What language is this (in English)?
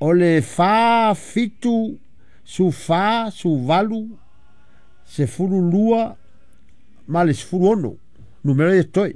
Samoan